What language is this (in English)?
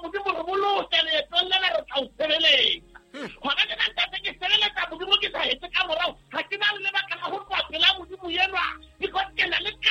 Southern Sotho